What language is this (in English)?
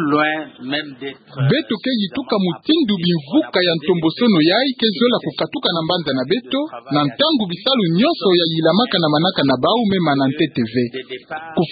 Kituba (Democratic Republic of Congo)